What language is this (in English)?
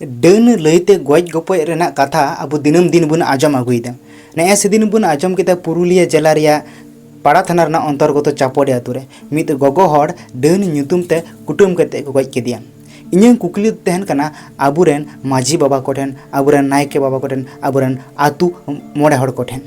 Santali